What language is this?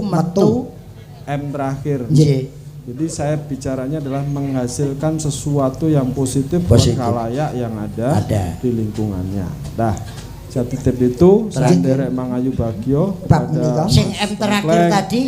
Javanese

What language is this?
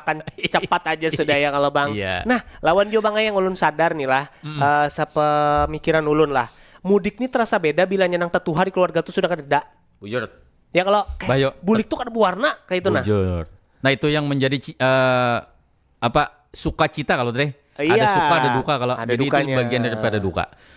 Banjar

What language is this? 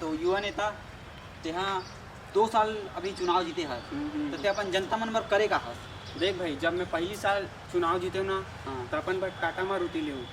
Chhattisgarhi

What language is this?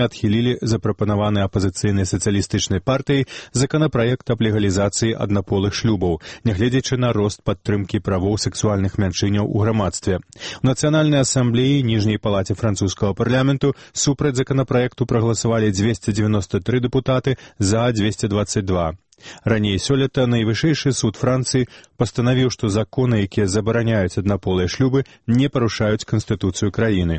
Belarusian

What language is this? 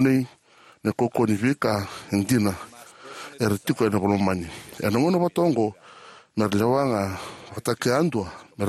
Fijian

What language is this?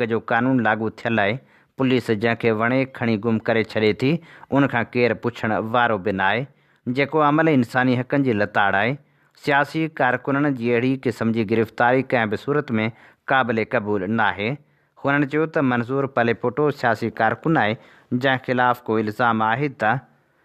Sindhi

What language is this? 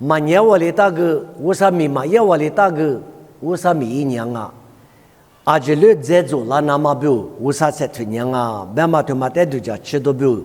Lisu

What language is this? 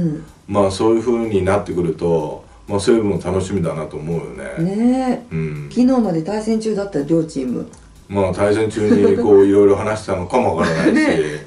Japanese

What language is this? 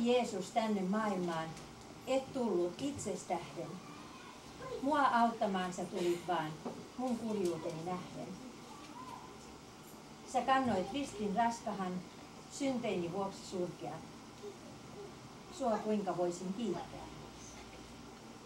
Finnish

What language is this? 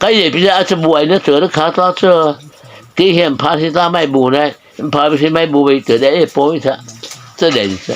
Mara Chin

